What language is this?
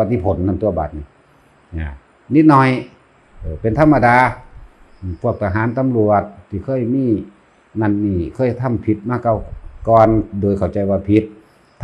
Northeastern Thai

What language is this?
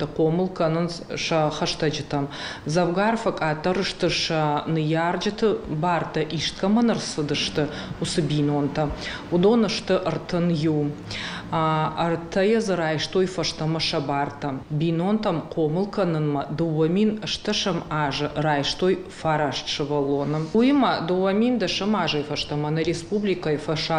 Ossetic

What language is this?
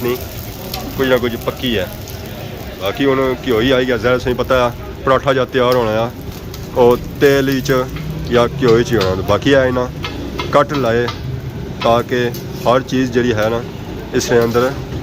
Pahari-Potwari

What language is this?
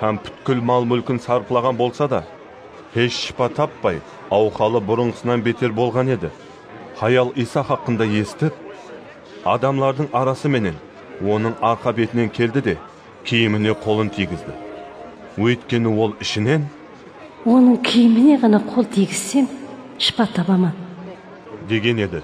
Kara-Kalpak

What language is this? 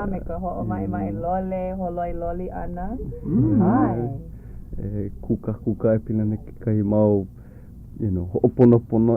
Hawaiian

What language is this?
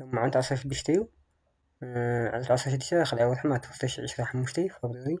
Tigrinya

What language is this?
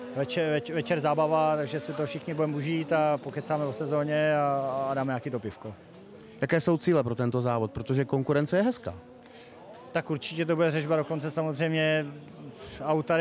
Czech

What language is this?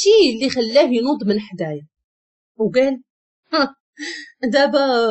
Moroccan Arabic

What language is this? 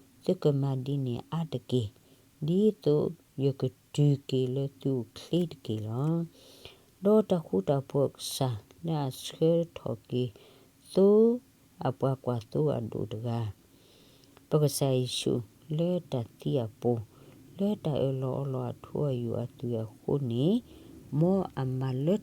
S'gaw Karen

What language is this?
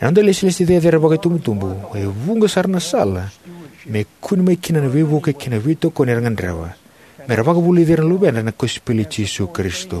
Fijian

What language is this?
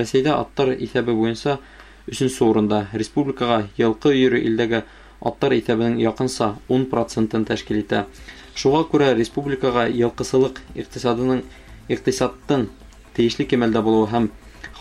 Bashkir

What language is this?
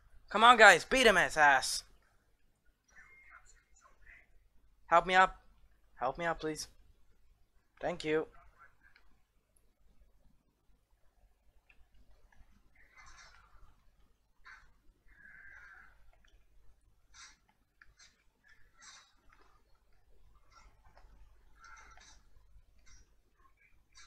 English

